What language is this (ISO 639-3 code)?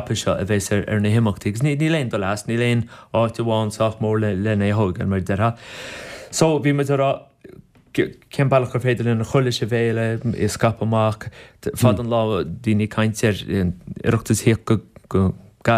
gle